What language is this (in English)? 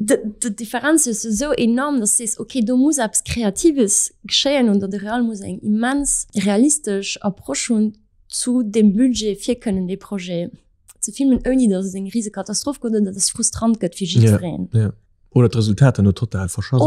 Luxembourgish